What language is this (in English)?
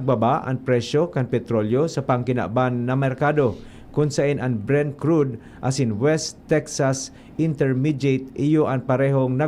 Bikol